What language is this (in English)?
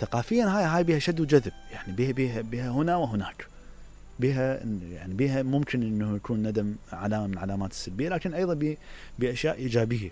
Mesopotamian Arabic